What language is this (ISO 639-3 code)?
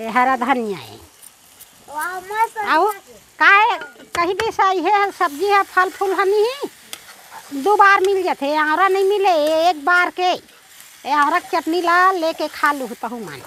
hne